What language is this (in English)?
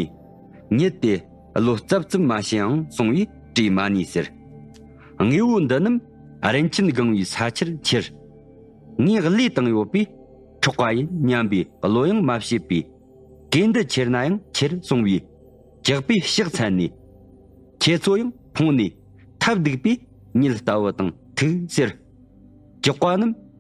Tibetan